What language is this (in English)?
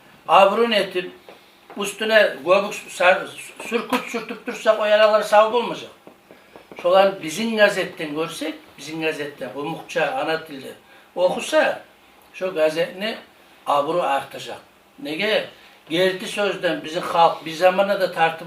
Kumyk